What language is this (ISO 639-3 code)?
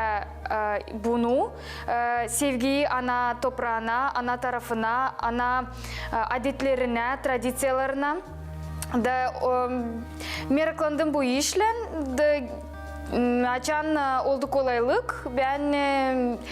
gag